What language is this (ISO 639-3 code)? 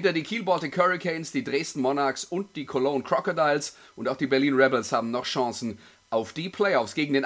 deu